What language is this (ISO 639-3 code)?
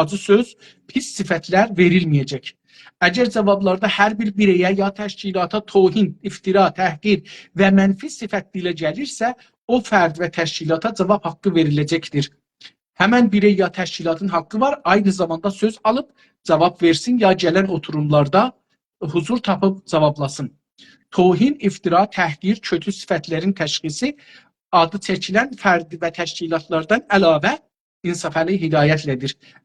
azb